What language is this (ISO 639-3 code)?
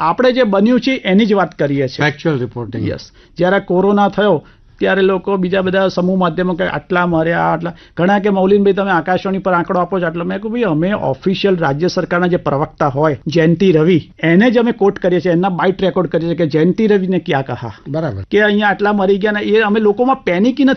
guj